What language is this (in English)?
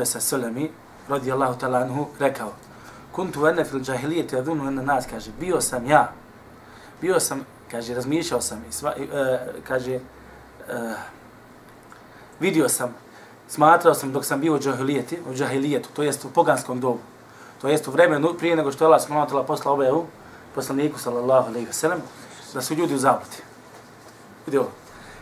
Bosnian